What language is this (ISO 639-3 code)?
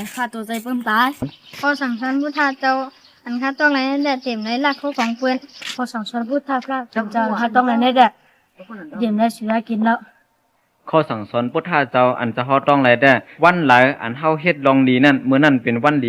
shn